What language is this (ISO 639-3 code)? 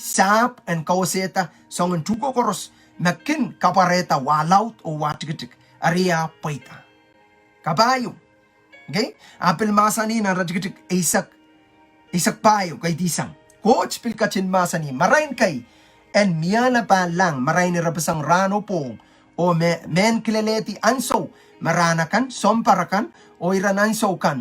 pon